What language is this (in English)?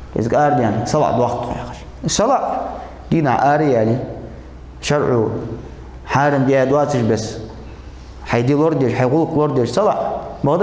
Ingush